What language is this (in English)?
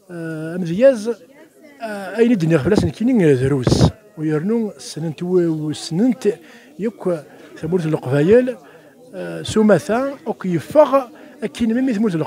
Kabyle